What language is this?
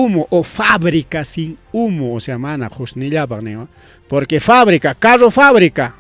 Ayacucho Quechua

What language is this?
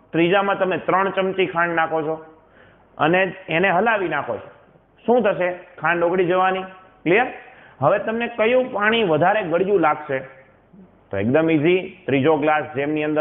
Gujarati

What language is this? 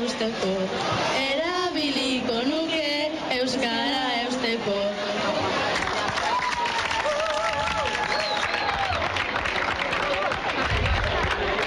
Basque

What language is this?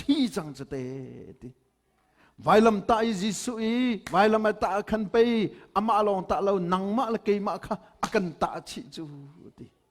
Hakha Chin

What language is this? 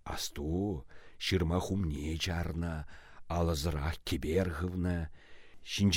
Chuvash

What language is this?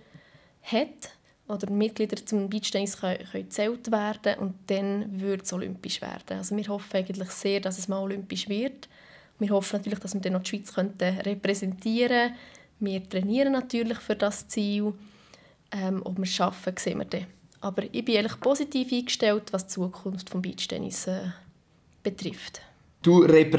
Swiss German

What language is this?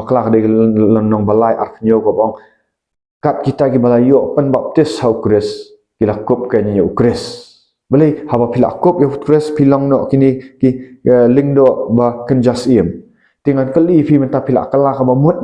Khasi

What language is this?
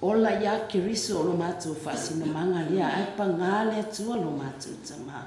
Samoan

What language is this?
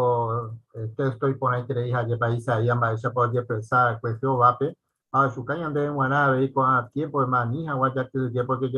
Guarani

